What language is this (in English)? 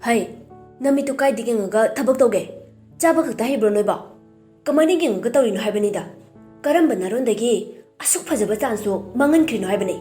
Manipuri